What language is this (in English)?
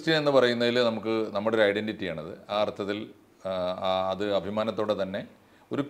Malayalam